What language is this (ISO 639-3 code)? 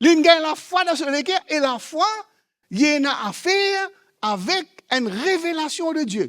mfe